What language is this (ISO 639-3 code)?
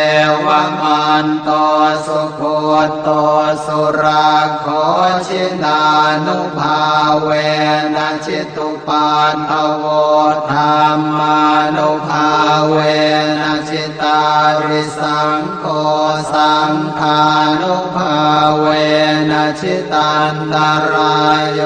pli